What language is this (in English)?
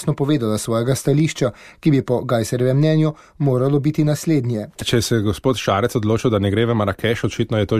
Slovenian